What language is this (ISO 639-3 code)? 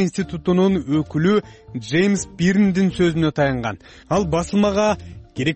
kir